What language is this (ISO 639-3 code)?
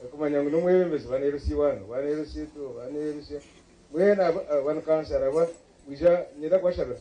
nyn